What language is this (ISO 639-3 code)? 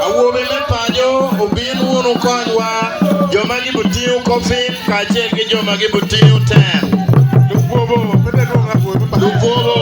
ach